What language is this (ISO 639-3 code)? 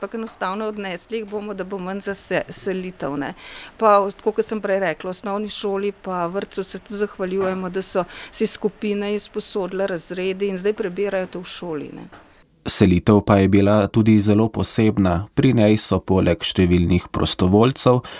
slv